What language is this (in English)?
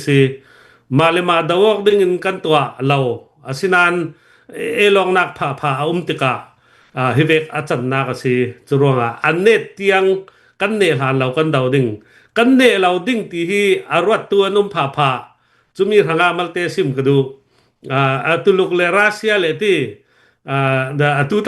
Hakha Chin